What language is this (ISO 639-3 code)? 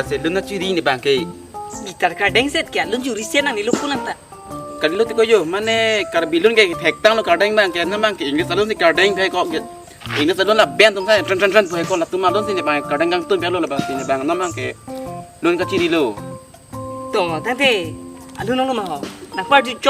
mjw